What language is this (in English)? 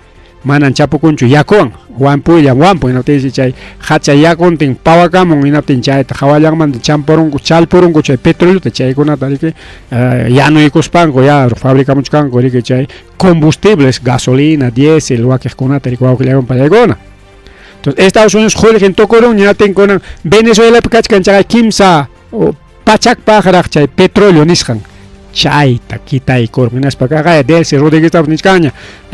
Ayacucho Quechua